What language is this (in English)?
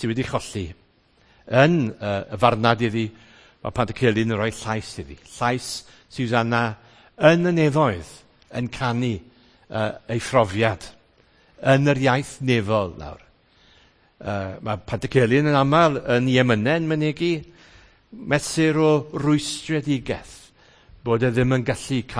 Welsh